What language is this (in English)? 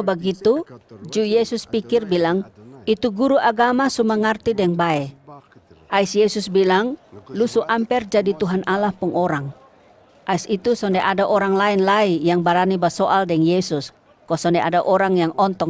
Kupang Malay